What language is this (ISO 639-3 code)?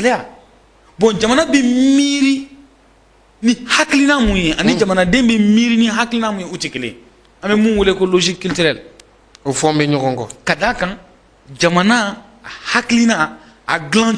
bam